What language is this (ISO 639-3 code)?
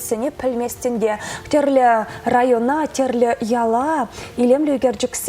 chv